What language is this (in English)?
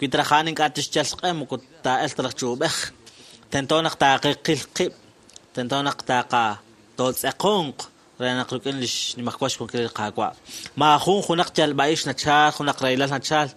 Kekchí